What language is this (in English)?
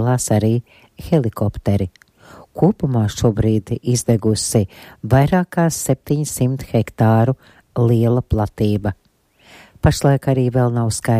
Latvian